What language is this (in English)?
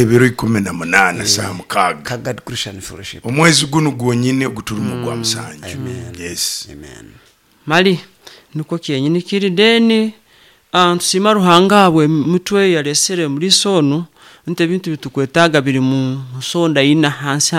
Nyoro